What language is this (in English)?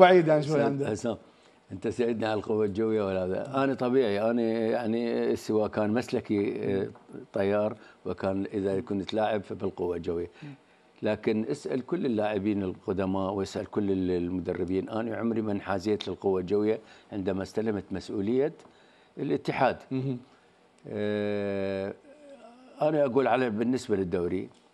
Mesopotamian Arabic